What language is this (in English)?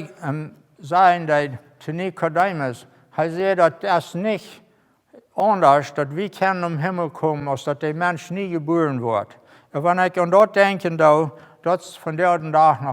Plautdietsch